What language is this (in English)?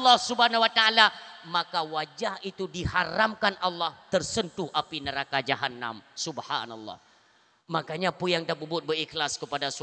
Achinese